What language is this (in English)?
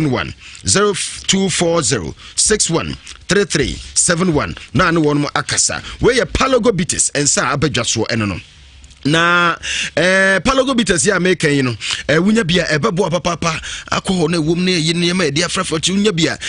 Akan